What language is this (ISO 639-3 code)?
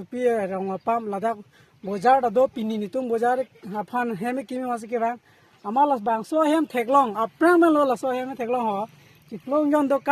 mjw